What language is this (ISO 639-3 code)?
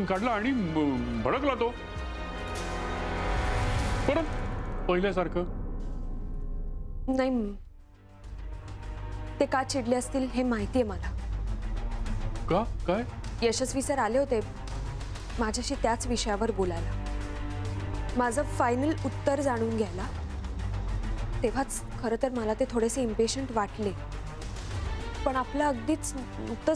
mar